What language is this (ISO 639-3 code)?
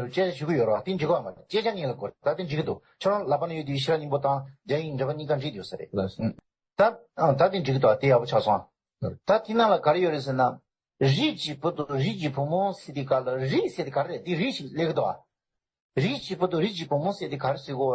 bod